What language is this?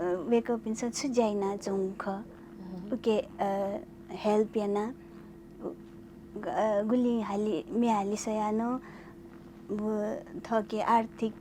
Newari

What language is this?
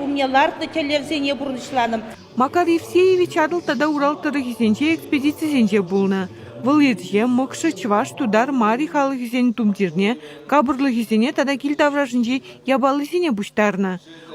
Chuvash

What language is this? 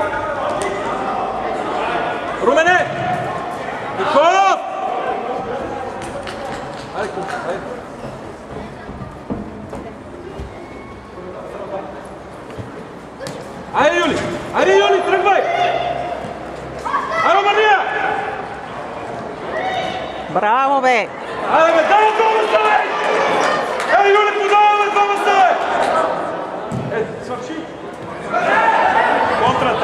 Bulgarian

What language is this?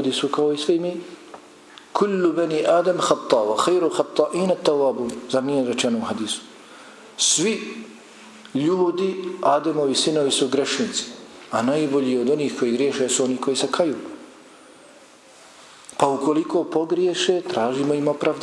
Bosnian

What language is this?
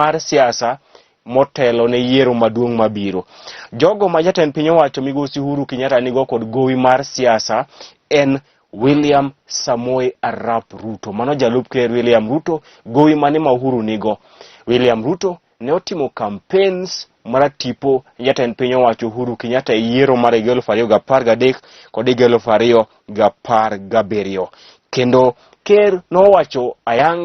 Luo (Kenya and Tanzania)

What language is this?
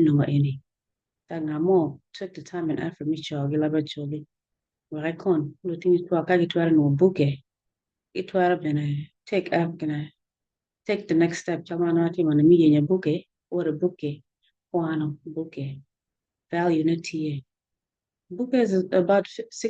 Acoli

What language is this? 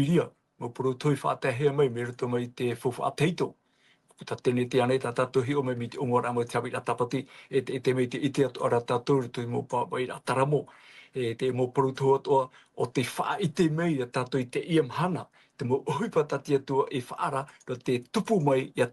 Tahitian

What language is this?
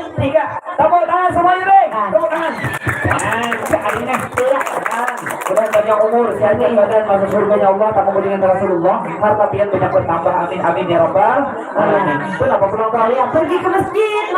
Banjar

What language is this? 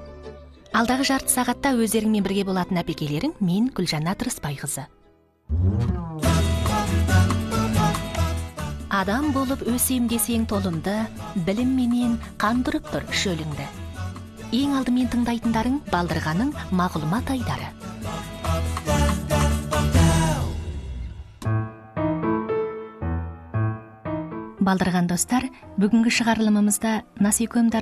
Kazakh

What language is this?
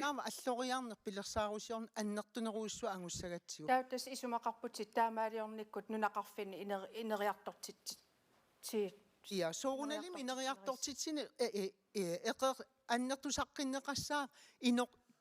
Kalaallisut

